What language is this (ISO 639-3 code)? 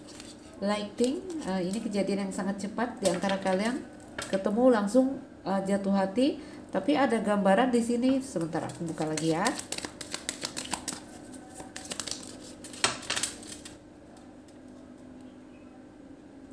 ind